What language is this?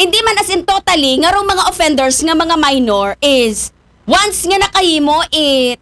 Aklanon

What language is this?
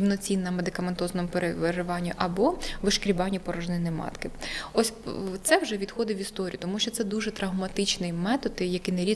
Ukrainian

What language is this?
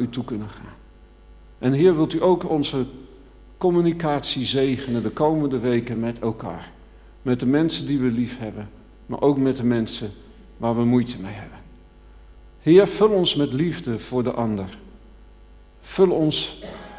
Dutch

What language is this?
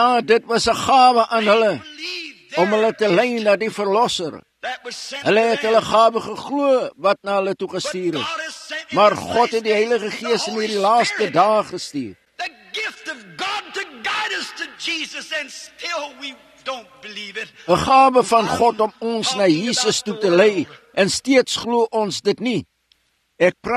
Afrikaans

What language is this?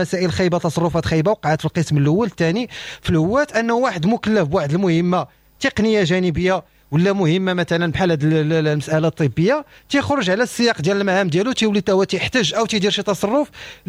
Moroccan Arabic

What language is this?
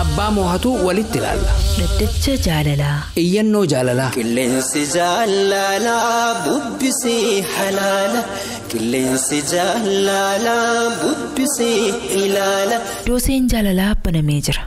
Oromo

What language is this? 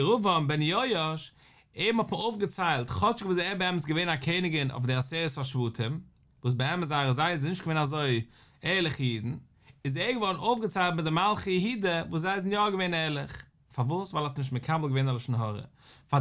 Yiddish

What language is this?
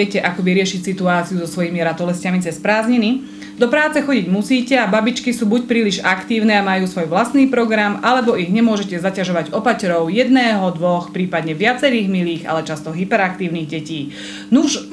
Slovak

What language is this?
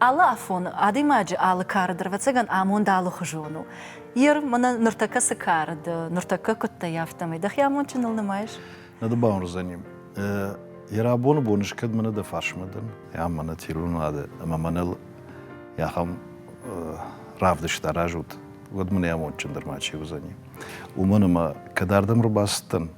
Ossetic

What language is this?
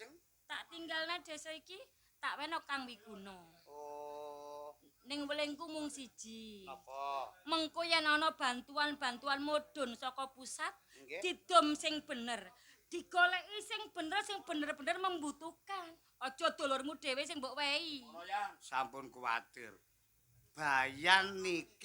Javanese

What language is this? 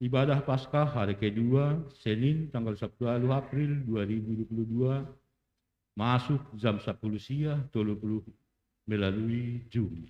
Batak Simalungun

